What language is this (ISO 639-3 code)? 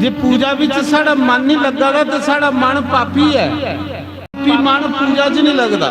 doi